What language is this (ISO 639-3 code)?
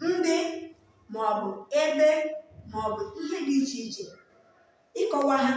ibo